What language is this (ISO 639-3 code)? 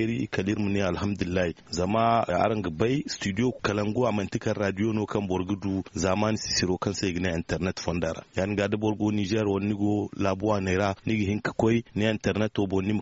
dje